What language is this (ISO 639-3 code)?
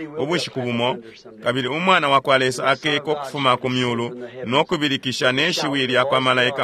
bem